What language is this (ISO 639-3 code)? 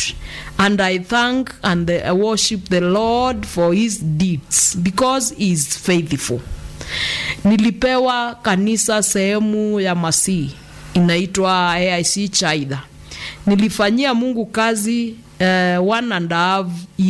swa